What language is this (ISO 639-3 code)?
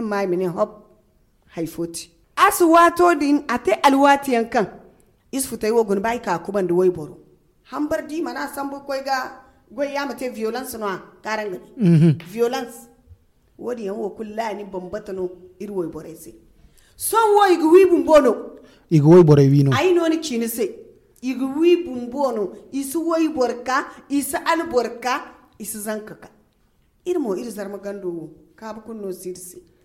dje